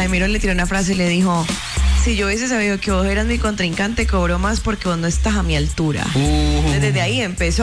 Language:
Spanish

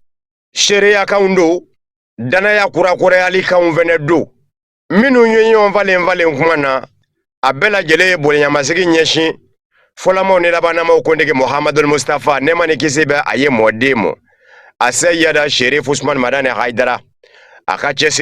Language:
Bambara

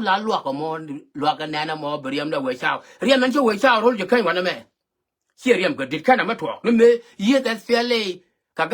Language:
Nuer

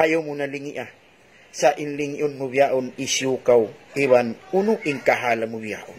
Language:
Tausug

